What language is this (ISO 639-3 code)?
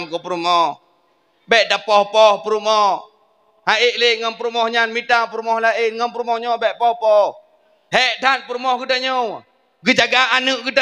ace